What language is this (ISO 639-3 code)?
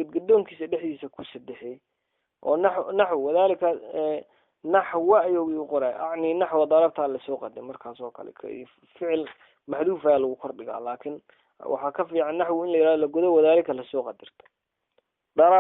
som